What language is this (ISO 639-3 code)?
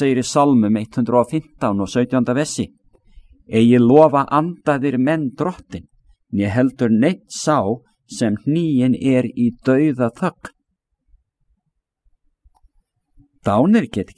isl